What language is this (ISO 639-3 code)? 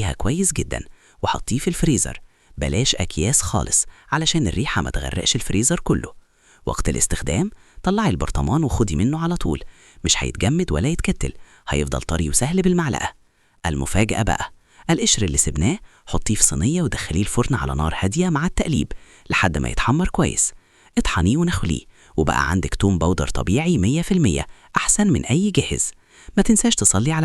arz